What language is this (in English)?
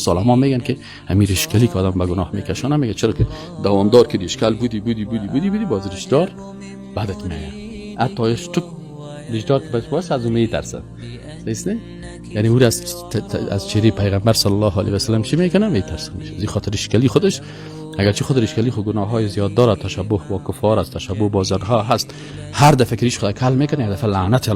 Persian